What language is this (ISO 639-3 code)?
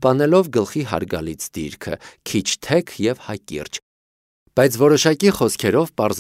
hye